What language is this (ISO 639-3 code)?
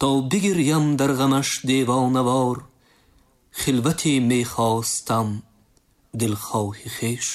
tgk